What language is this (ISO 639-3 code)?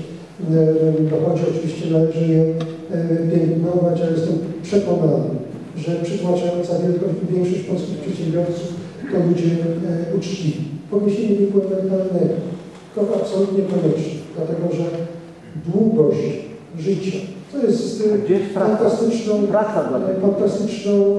pol